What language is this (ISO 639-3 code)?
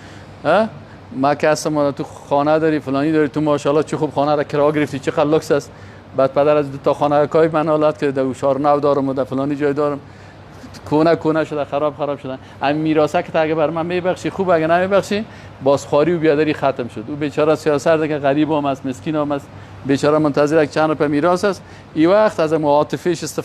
fas